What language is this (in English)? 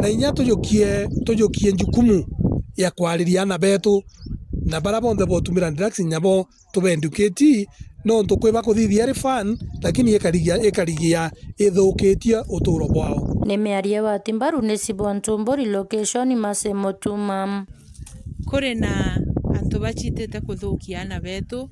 Meru